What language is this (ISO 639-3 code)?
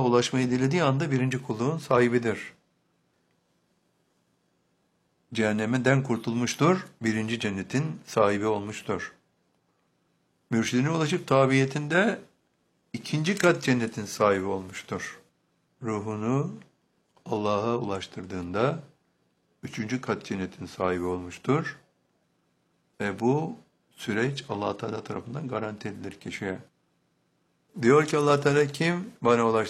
tur